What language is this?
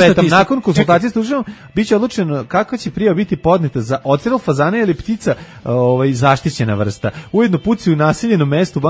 Serbian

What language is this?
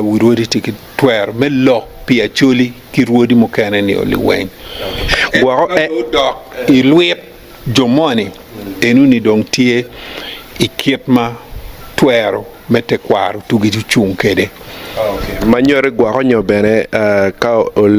Acoli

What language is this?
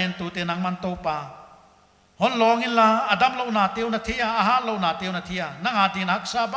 Paite Chin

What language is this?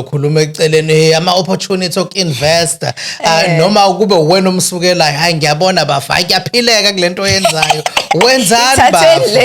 Zulu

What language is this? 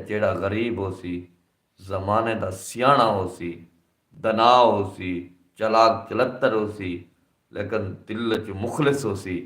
Saraiki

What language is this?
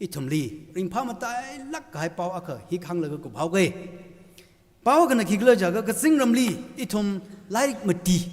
Tangkhul Naga (India)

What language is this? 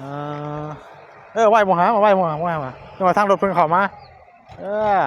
Northeastern Thai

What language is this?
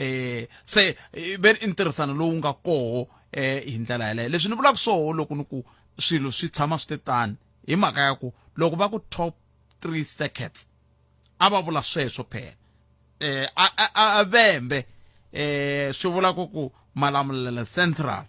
Tsonga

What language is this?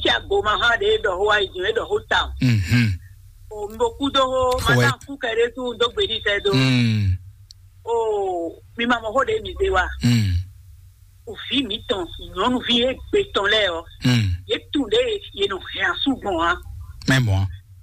Fon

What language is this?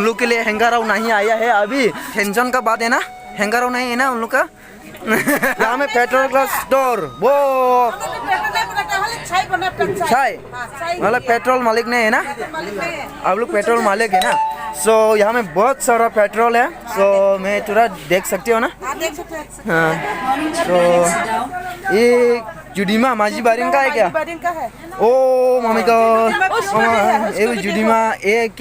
Dimasa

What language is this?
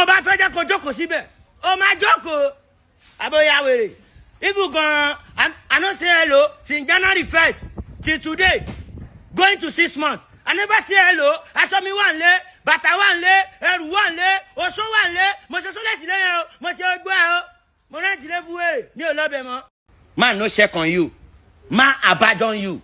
Yoruba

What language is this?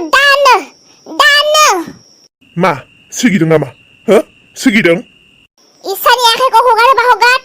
Bodo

